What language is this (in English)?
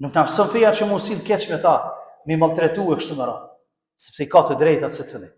Albanian